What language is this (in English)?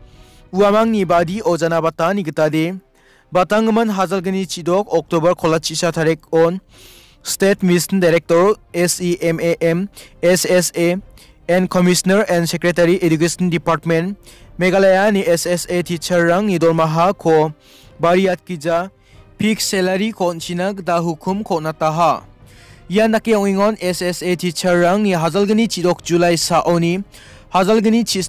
Garo